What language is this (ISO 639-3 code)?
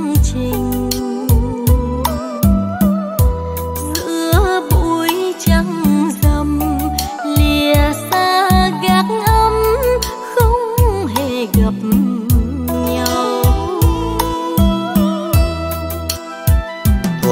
vie